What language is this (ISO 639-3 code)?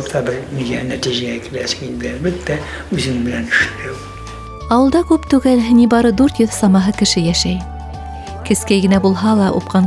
bak